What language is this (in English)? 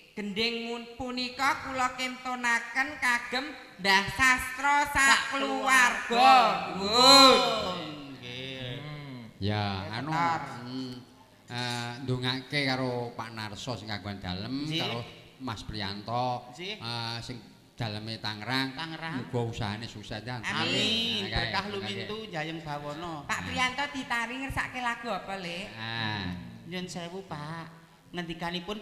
Javanese